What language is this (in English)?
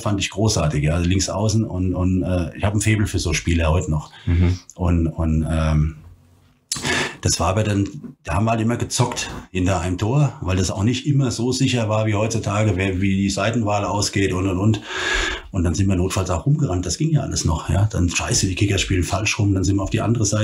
German